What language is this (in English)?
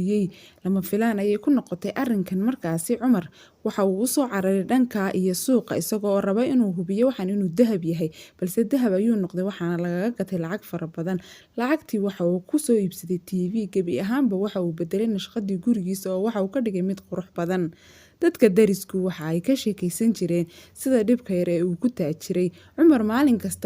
Somali